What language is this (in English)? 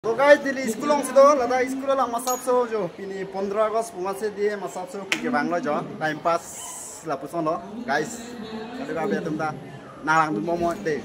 Karbi